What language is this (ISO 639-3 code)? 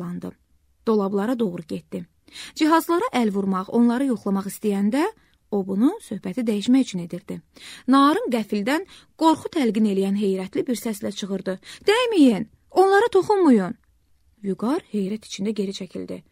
aze